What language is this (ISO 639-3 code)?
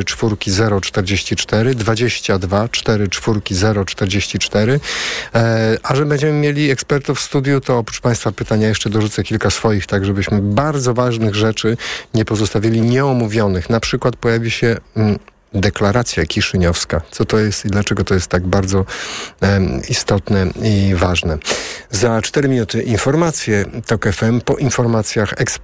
pol